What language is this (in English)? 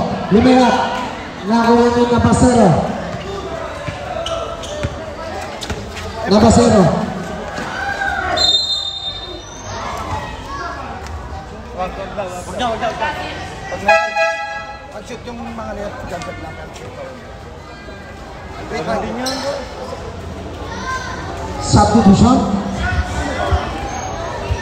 Filipino